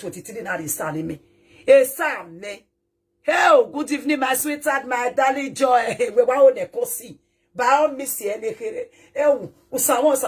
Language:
Nigerian Pidgin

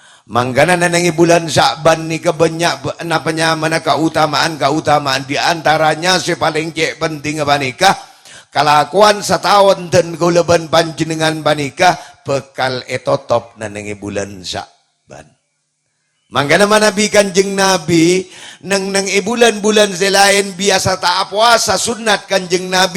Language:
Madurese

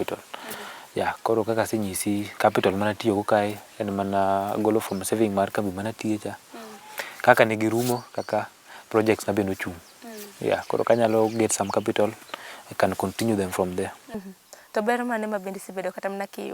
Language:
Luo (Kenya and Tanzania)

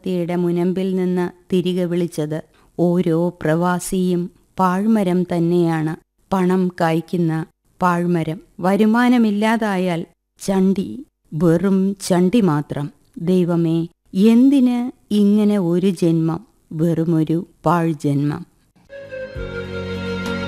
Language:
Malayalam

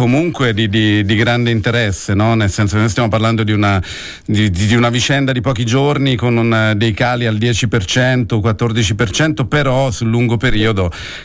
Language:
Italian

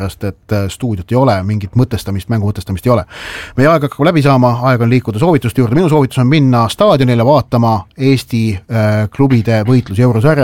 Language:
Estonian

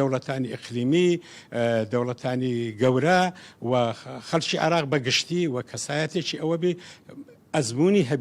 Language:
Central Kurdish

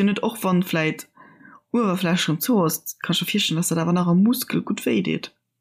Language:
Luxembourgish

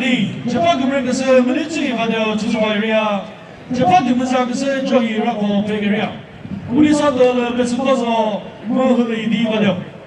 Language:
Chokri Naga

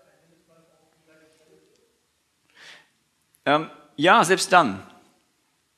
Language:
German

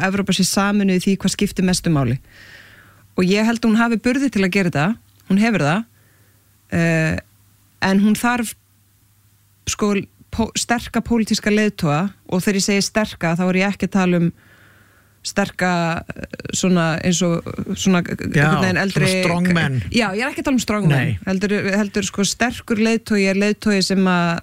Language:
Icelandic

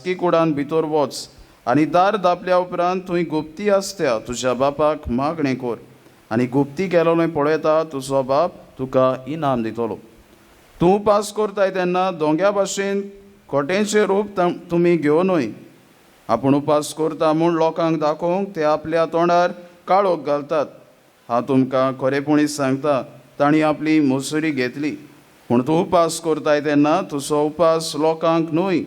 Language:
Konkani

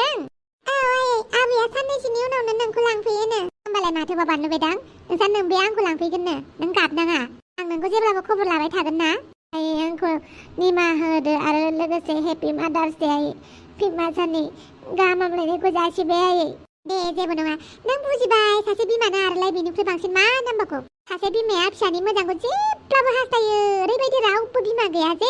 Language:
Bodo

